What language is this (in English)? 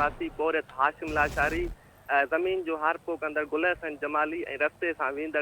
Sindhi